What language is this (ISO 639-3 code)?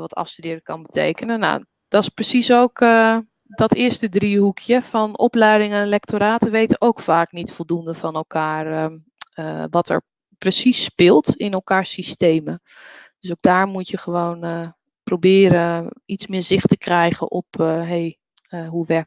nld